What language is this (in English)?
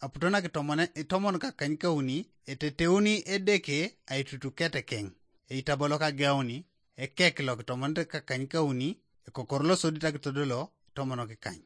Teso